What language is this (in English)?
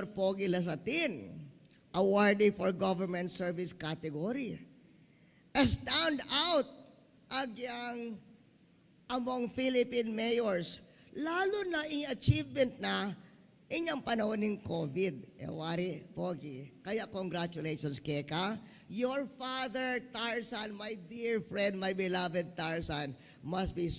Pampanga